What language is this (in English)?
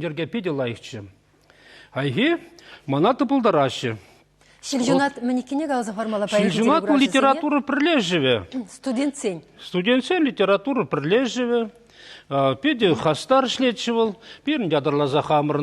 Chuvash